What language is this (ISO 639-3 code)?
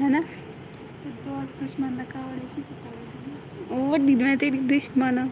skr